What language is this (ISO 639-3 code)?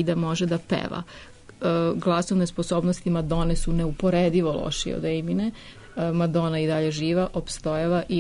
srp